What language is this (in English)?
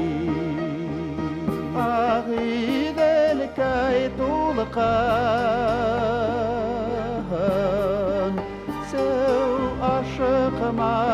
Bashkir